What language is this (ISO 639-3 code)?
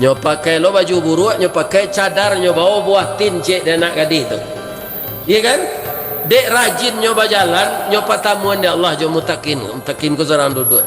min